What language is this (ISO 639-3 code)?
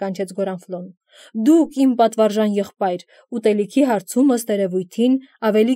hye